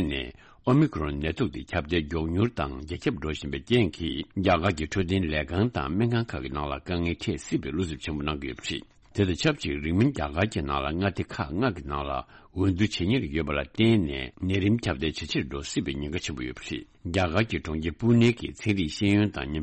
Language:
Tibetan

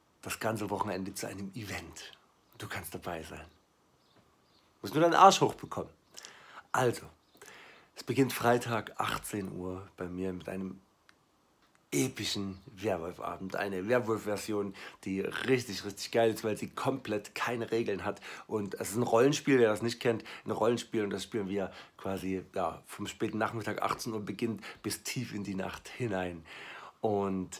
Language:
German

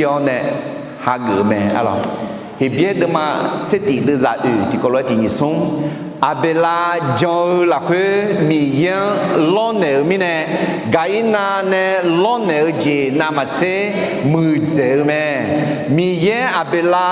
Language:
Akha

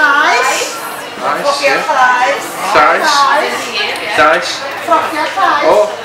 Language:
Welsh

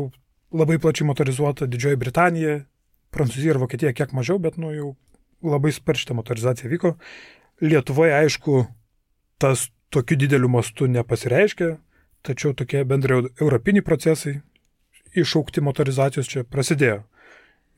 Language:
Lithuanian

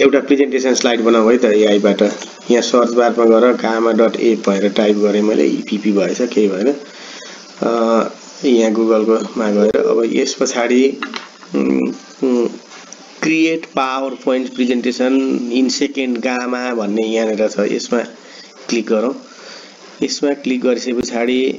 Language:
Nepali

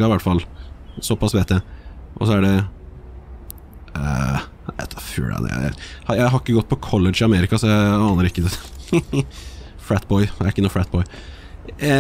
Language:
Norwegian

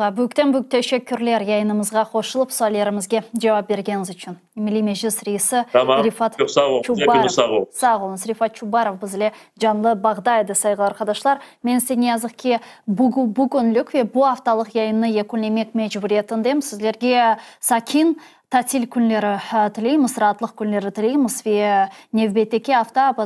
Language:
Crimean Tatar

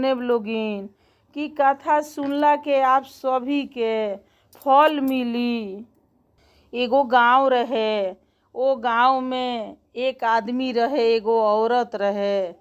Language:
Bhojpuri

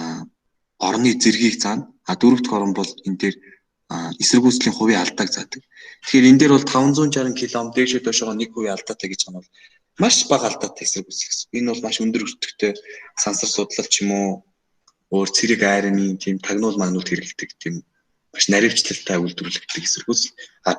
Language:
Mongolian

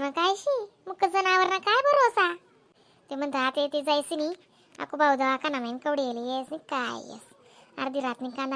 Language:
Khandesi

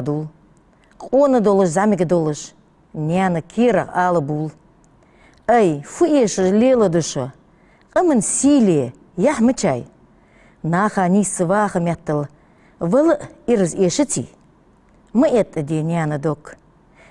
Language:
Ingush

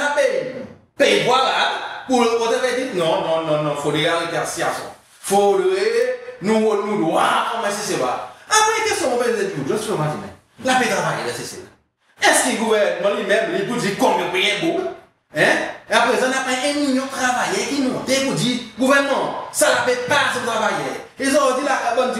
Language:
Seselwa Creole French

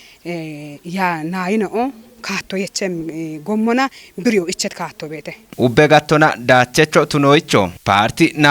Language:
Kafa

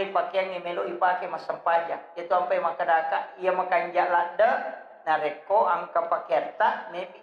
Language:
Buginese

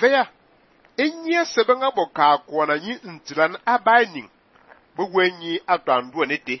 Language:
Fang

